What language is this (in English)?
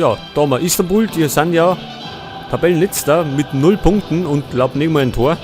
Bavarian